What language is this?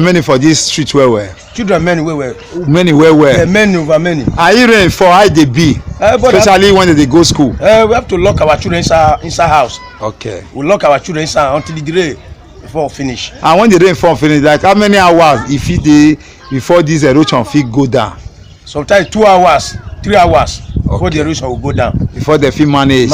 Nigerian Pidgin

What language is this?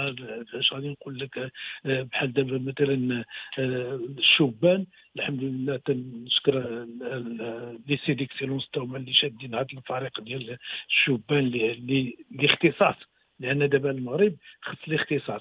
Moroccan Arabic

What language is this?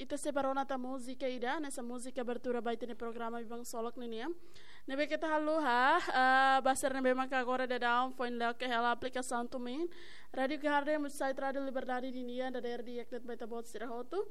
Tetum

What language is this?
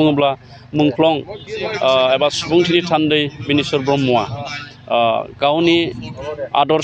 Bodo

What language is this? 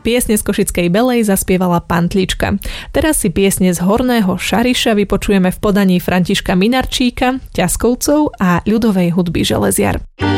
Slovak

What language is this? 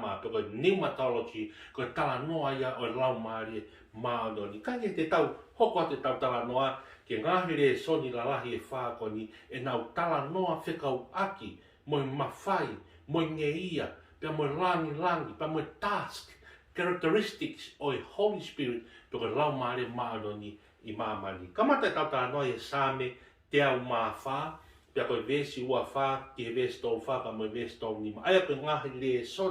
Tongan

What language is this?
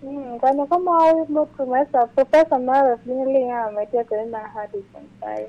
Lango (Uganda)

